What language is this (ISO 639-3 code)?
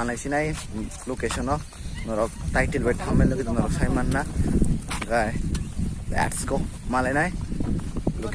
trp